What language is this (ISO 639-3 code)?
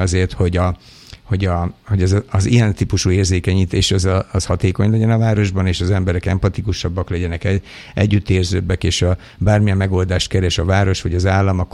hun